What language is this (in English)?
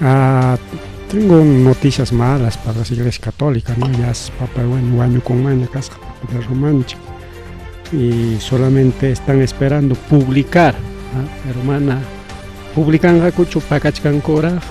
Ayacucho Quechua